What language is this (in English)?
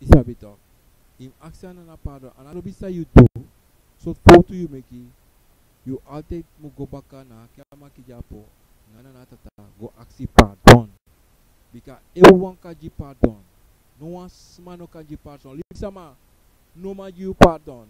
Sranan Tongo